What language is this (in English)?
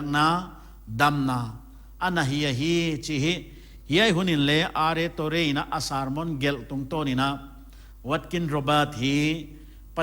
Paite Chin